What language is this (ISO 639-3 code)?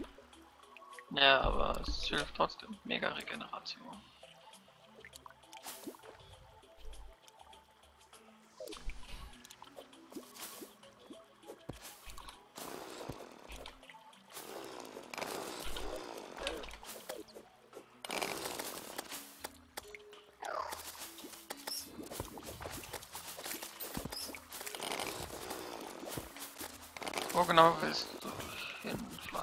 deu